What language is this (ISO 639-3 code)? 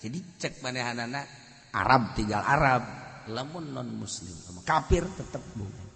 sun